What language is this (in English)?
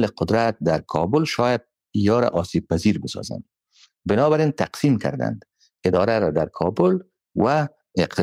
Persian